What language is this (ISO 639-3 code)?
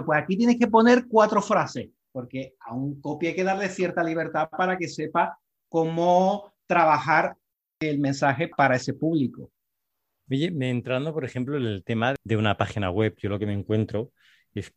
spa